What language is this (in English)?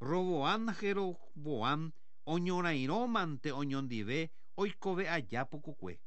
Guarani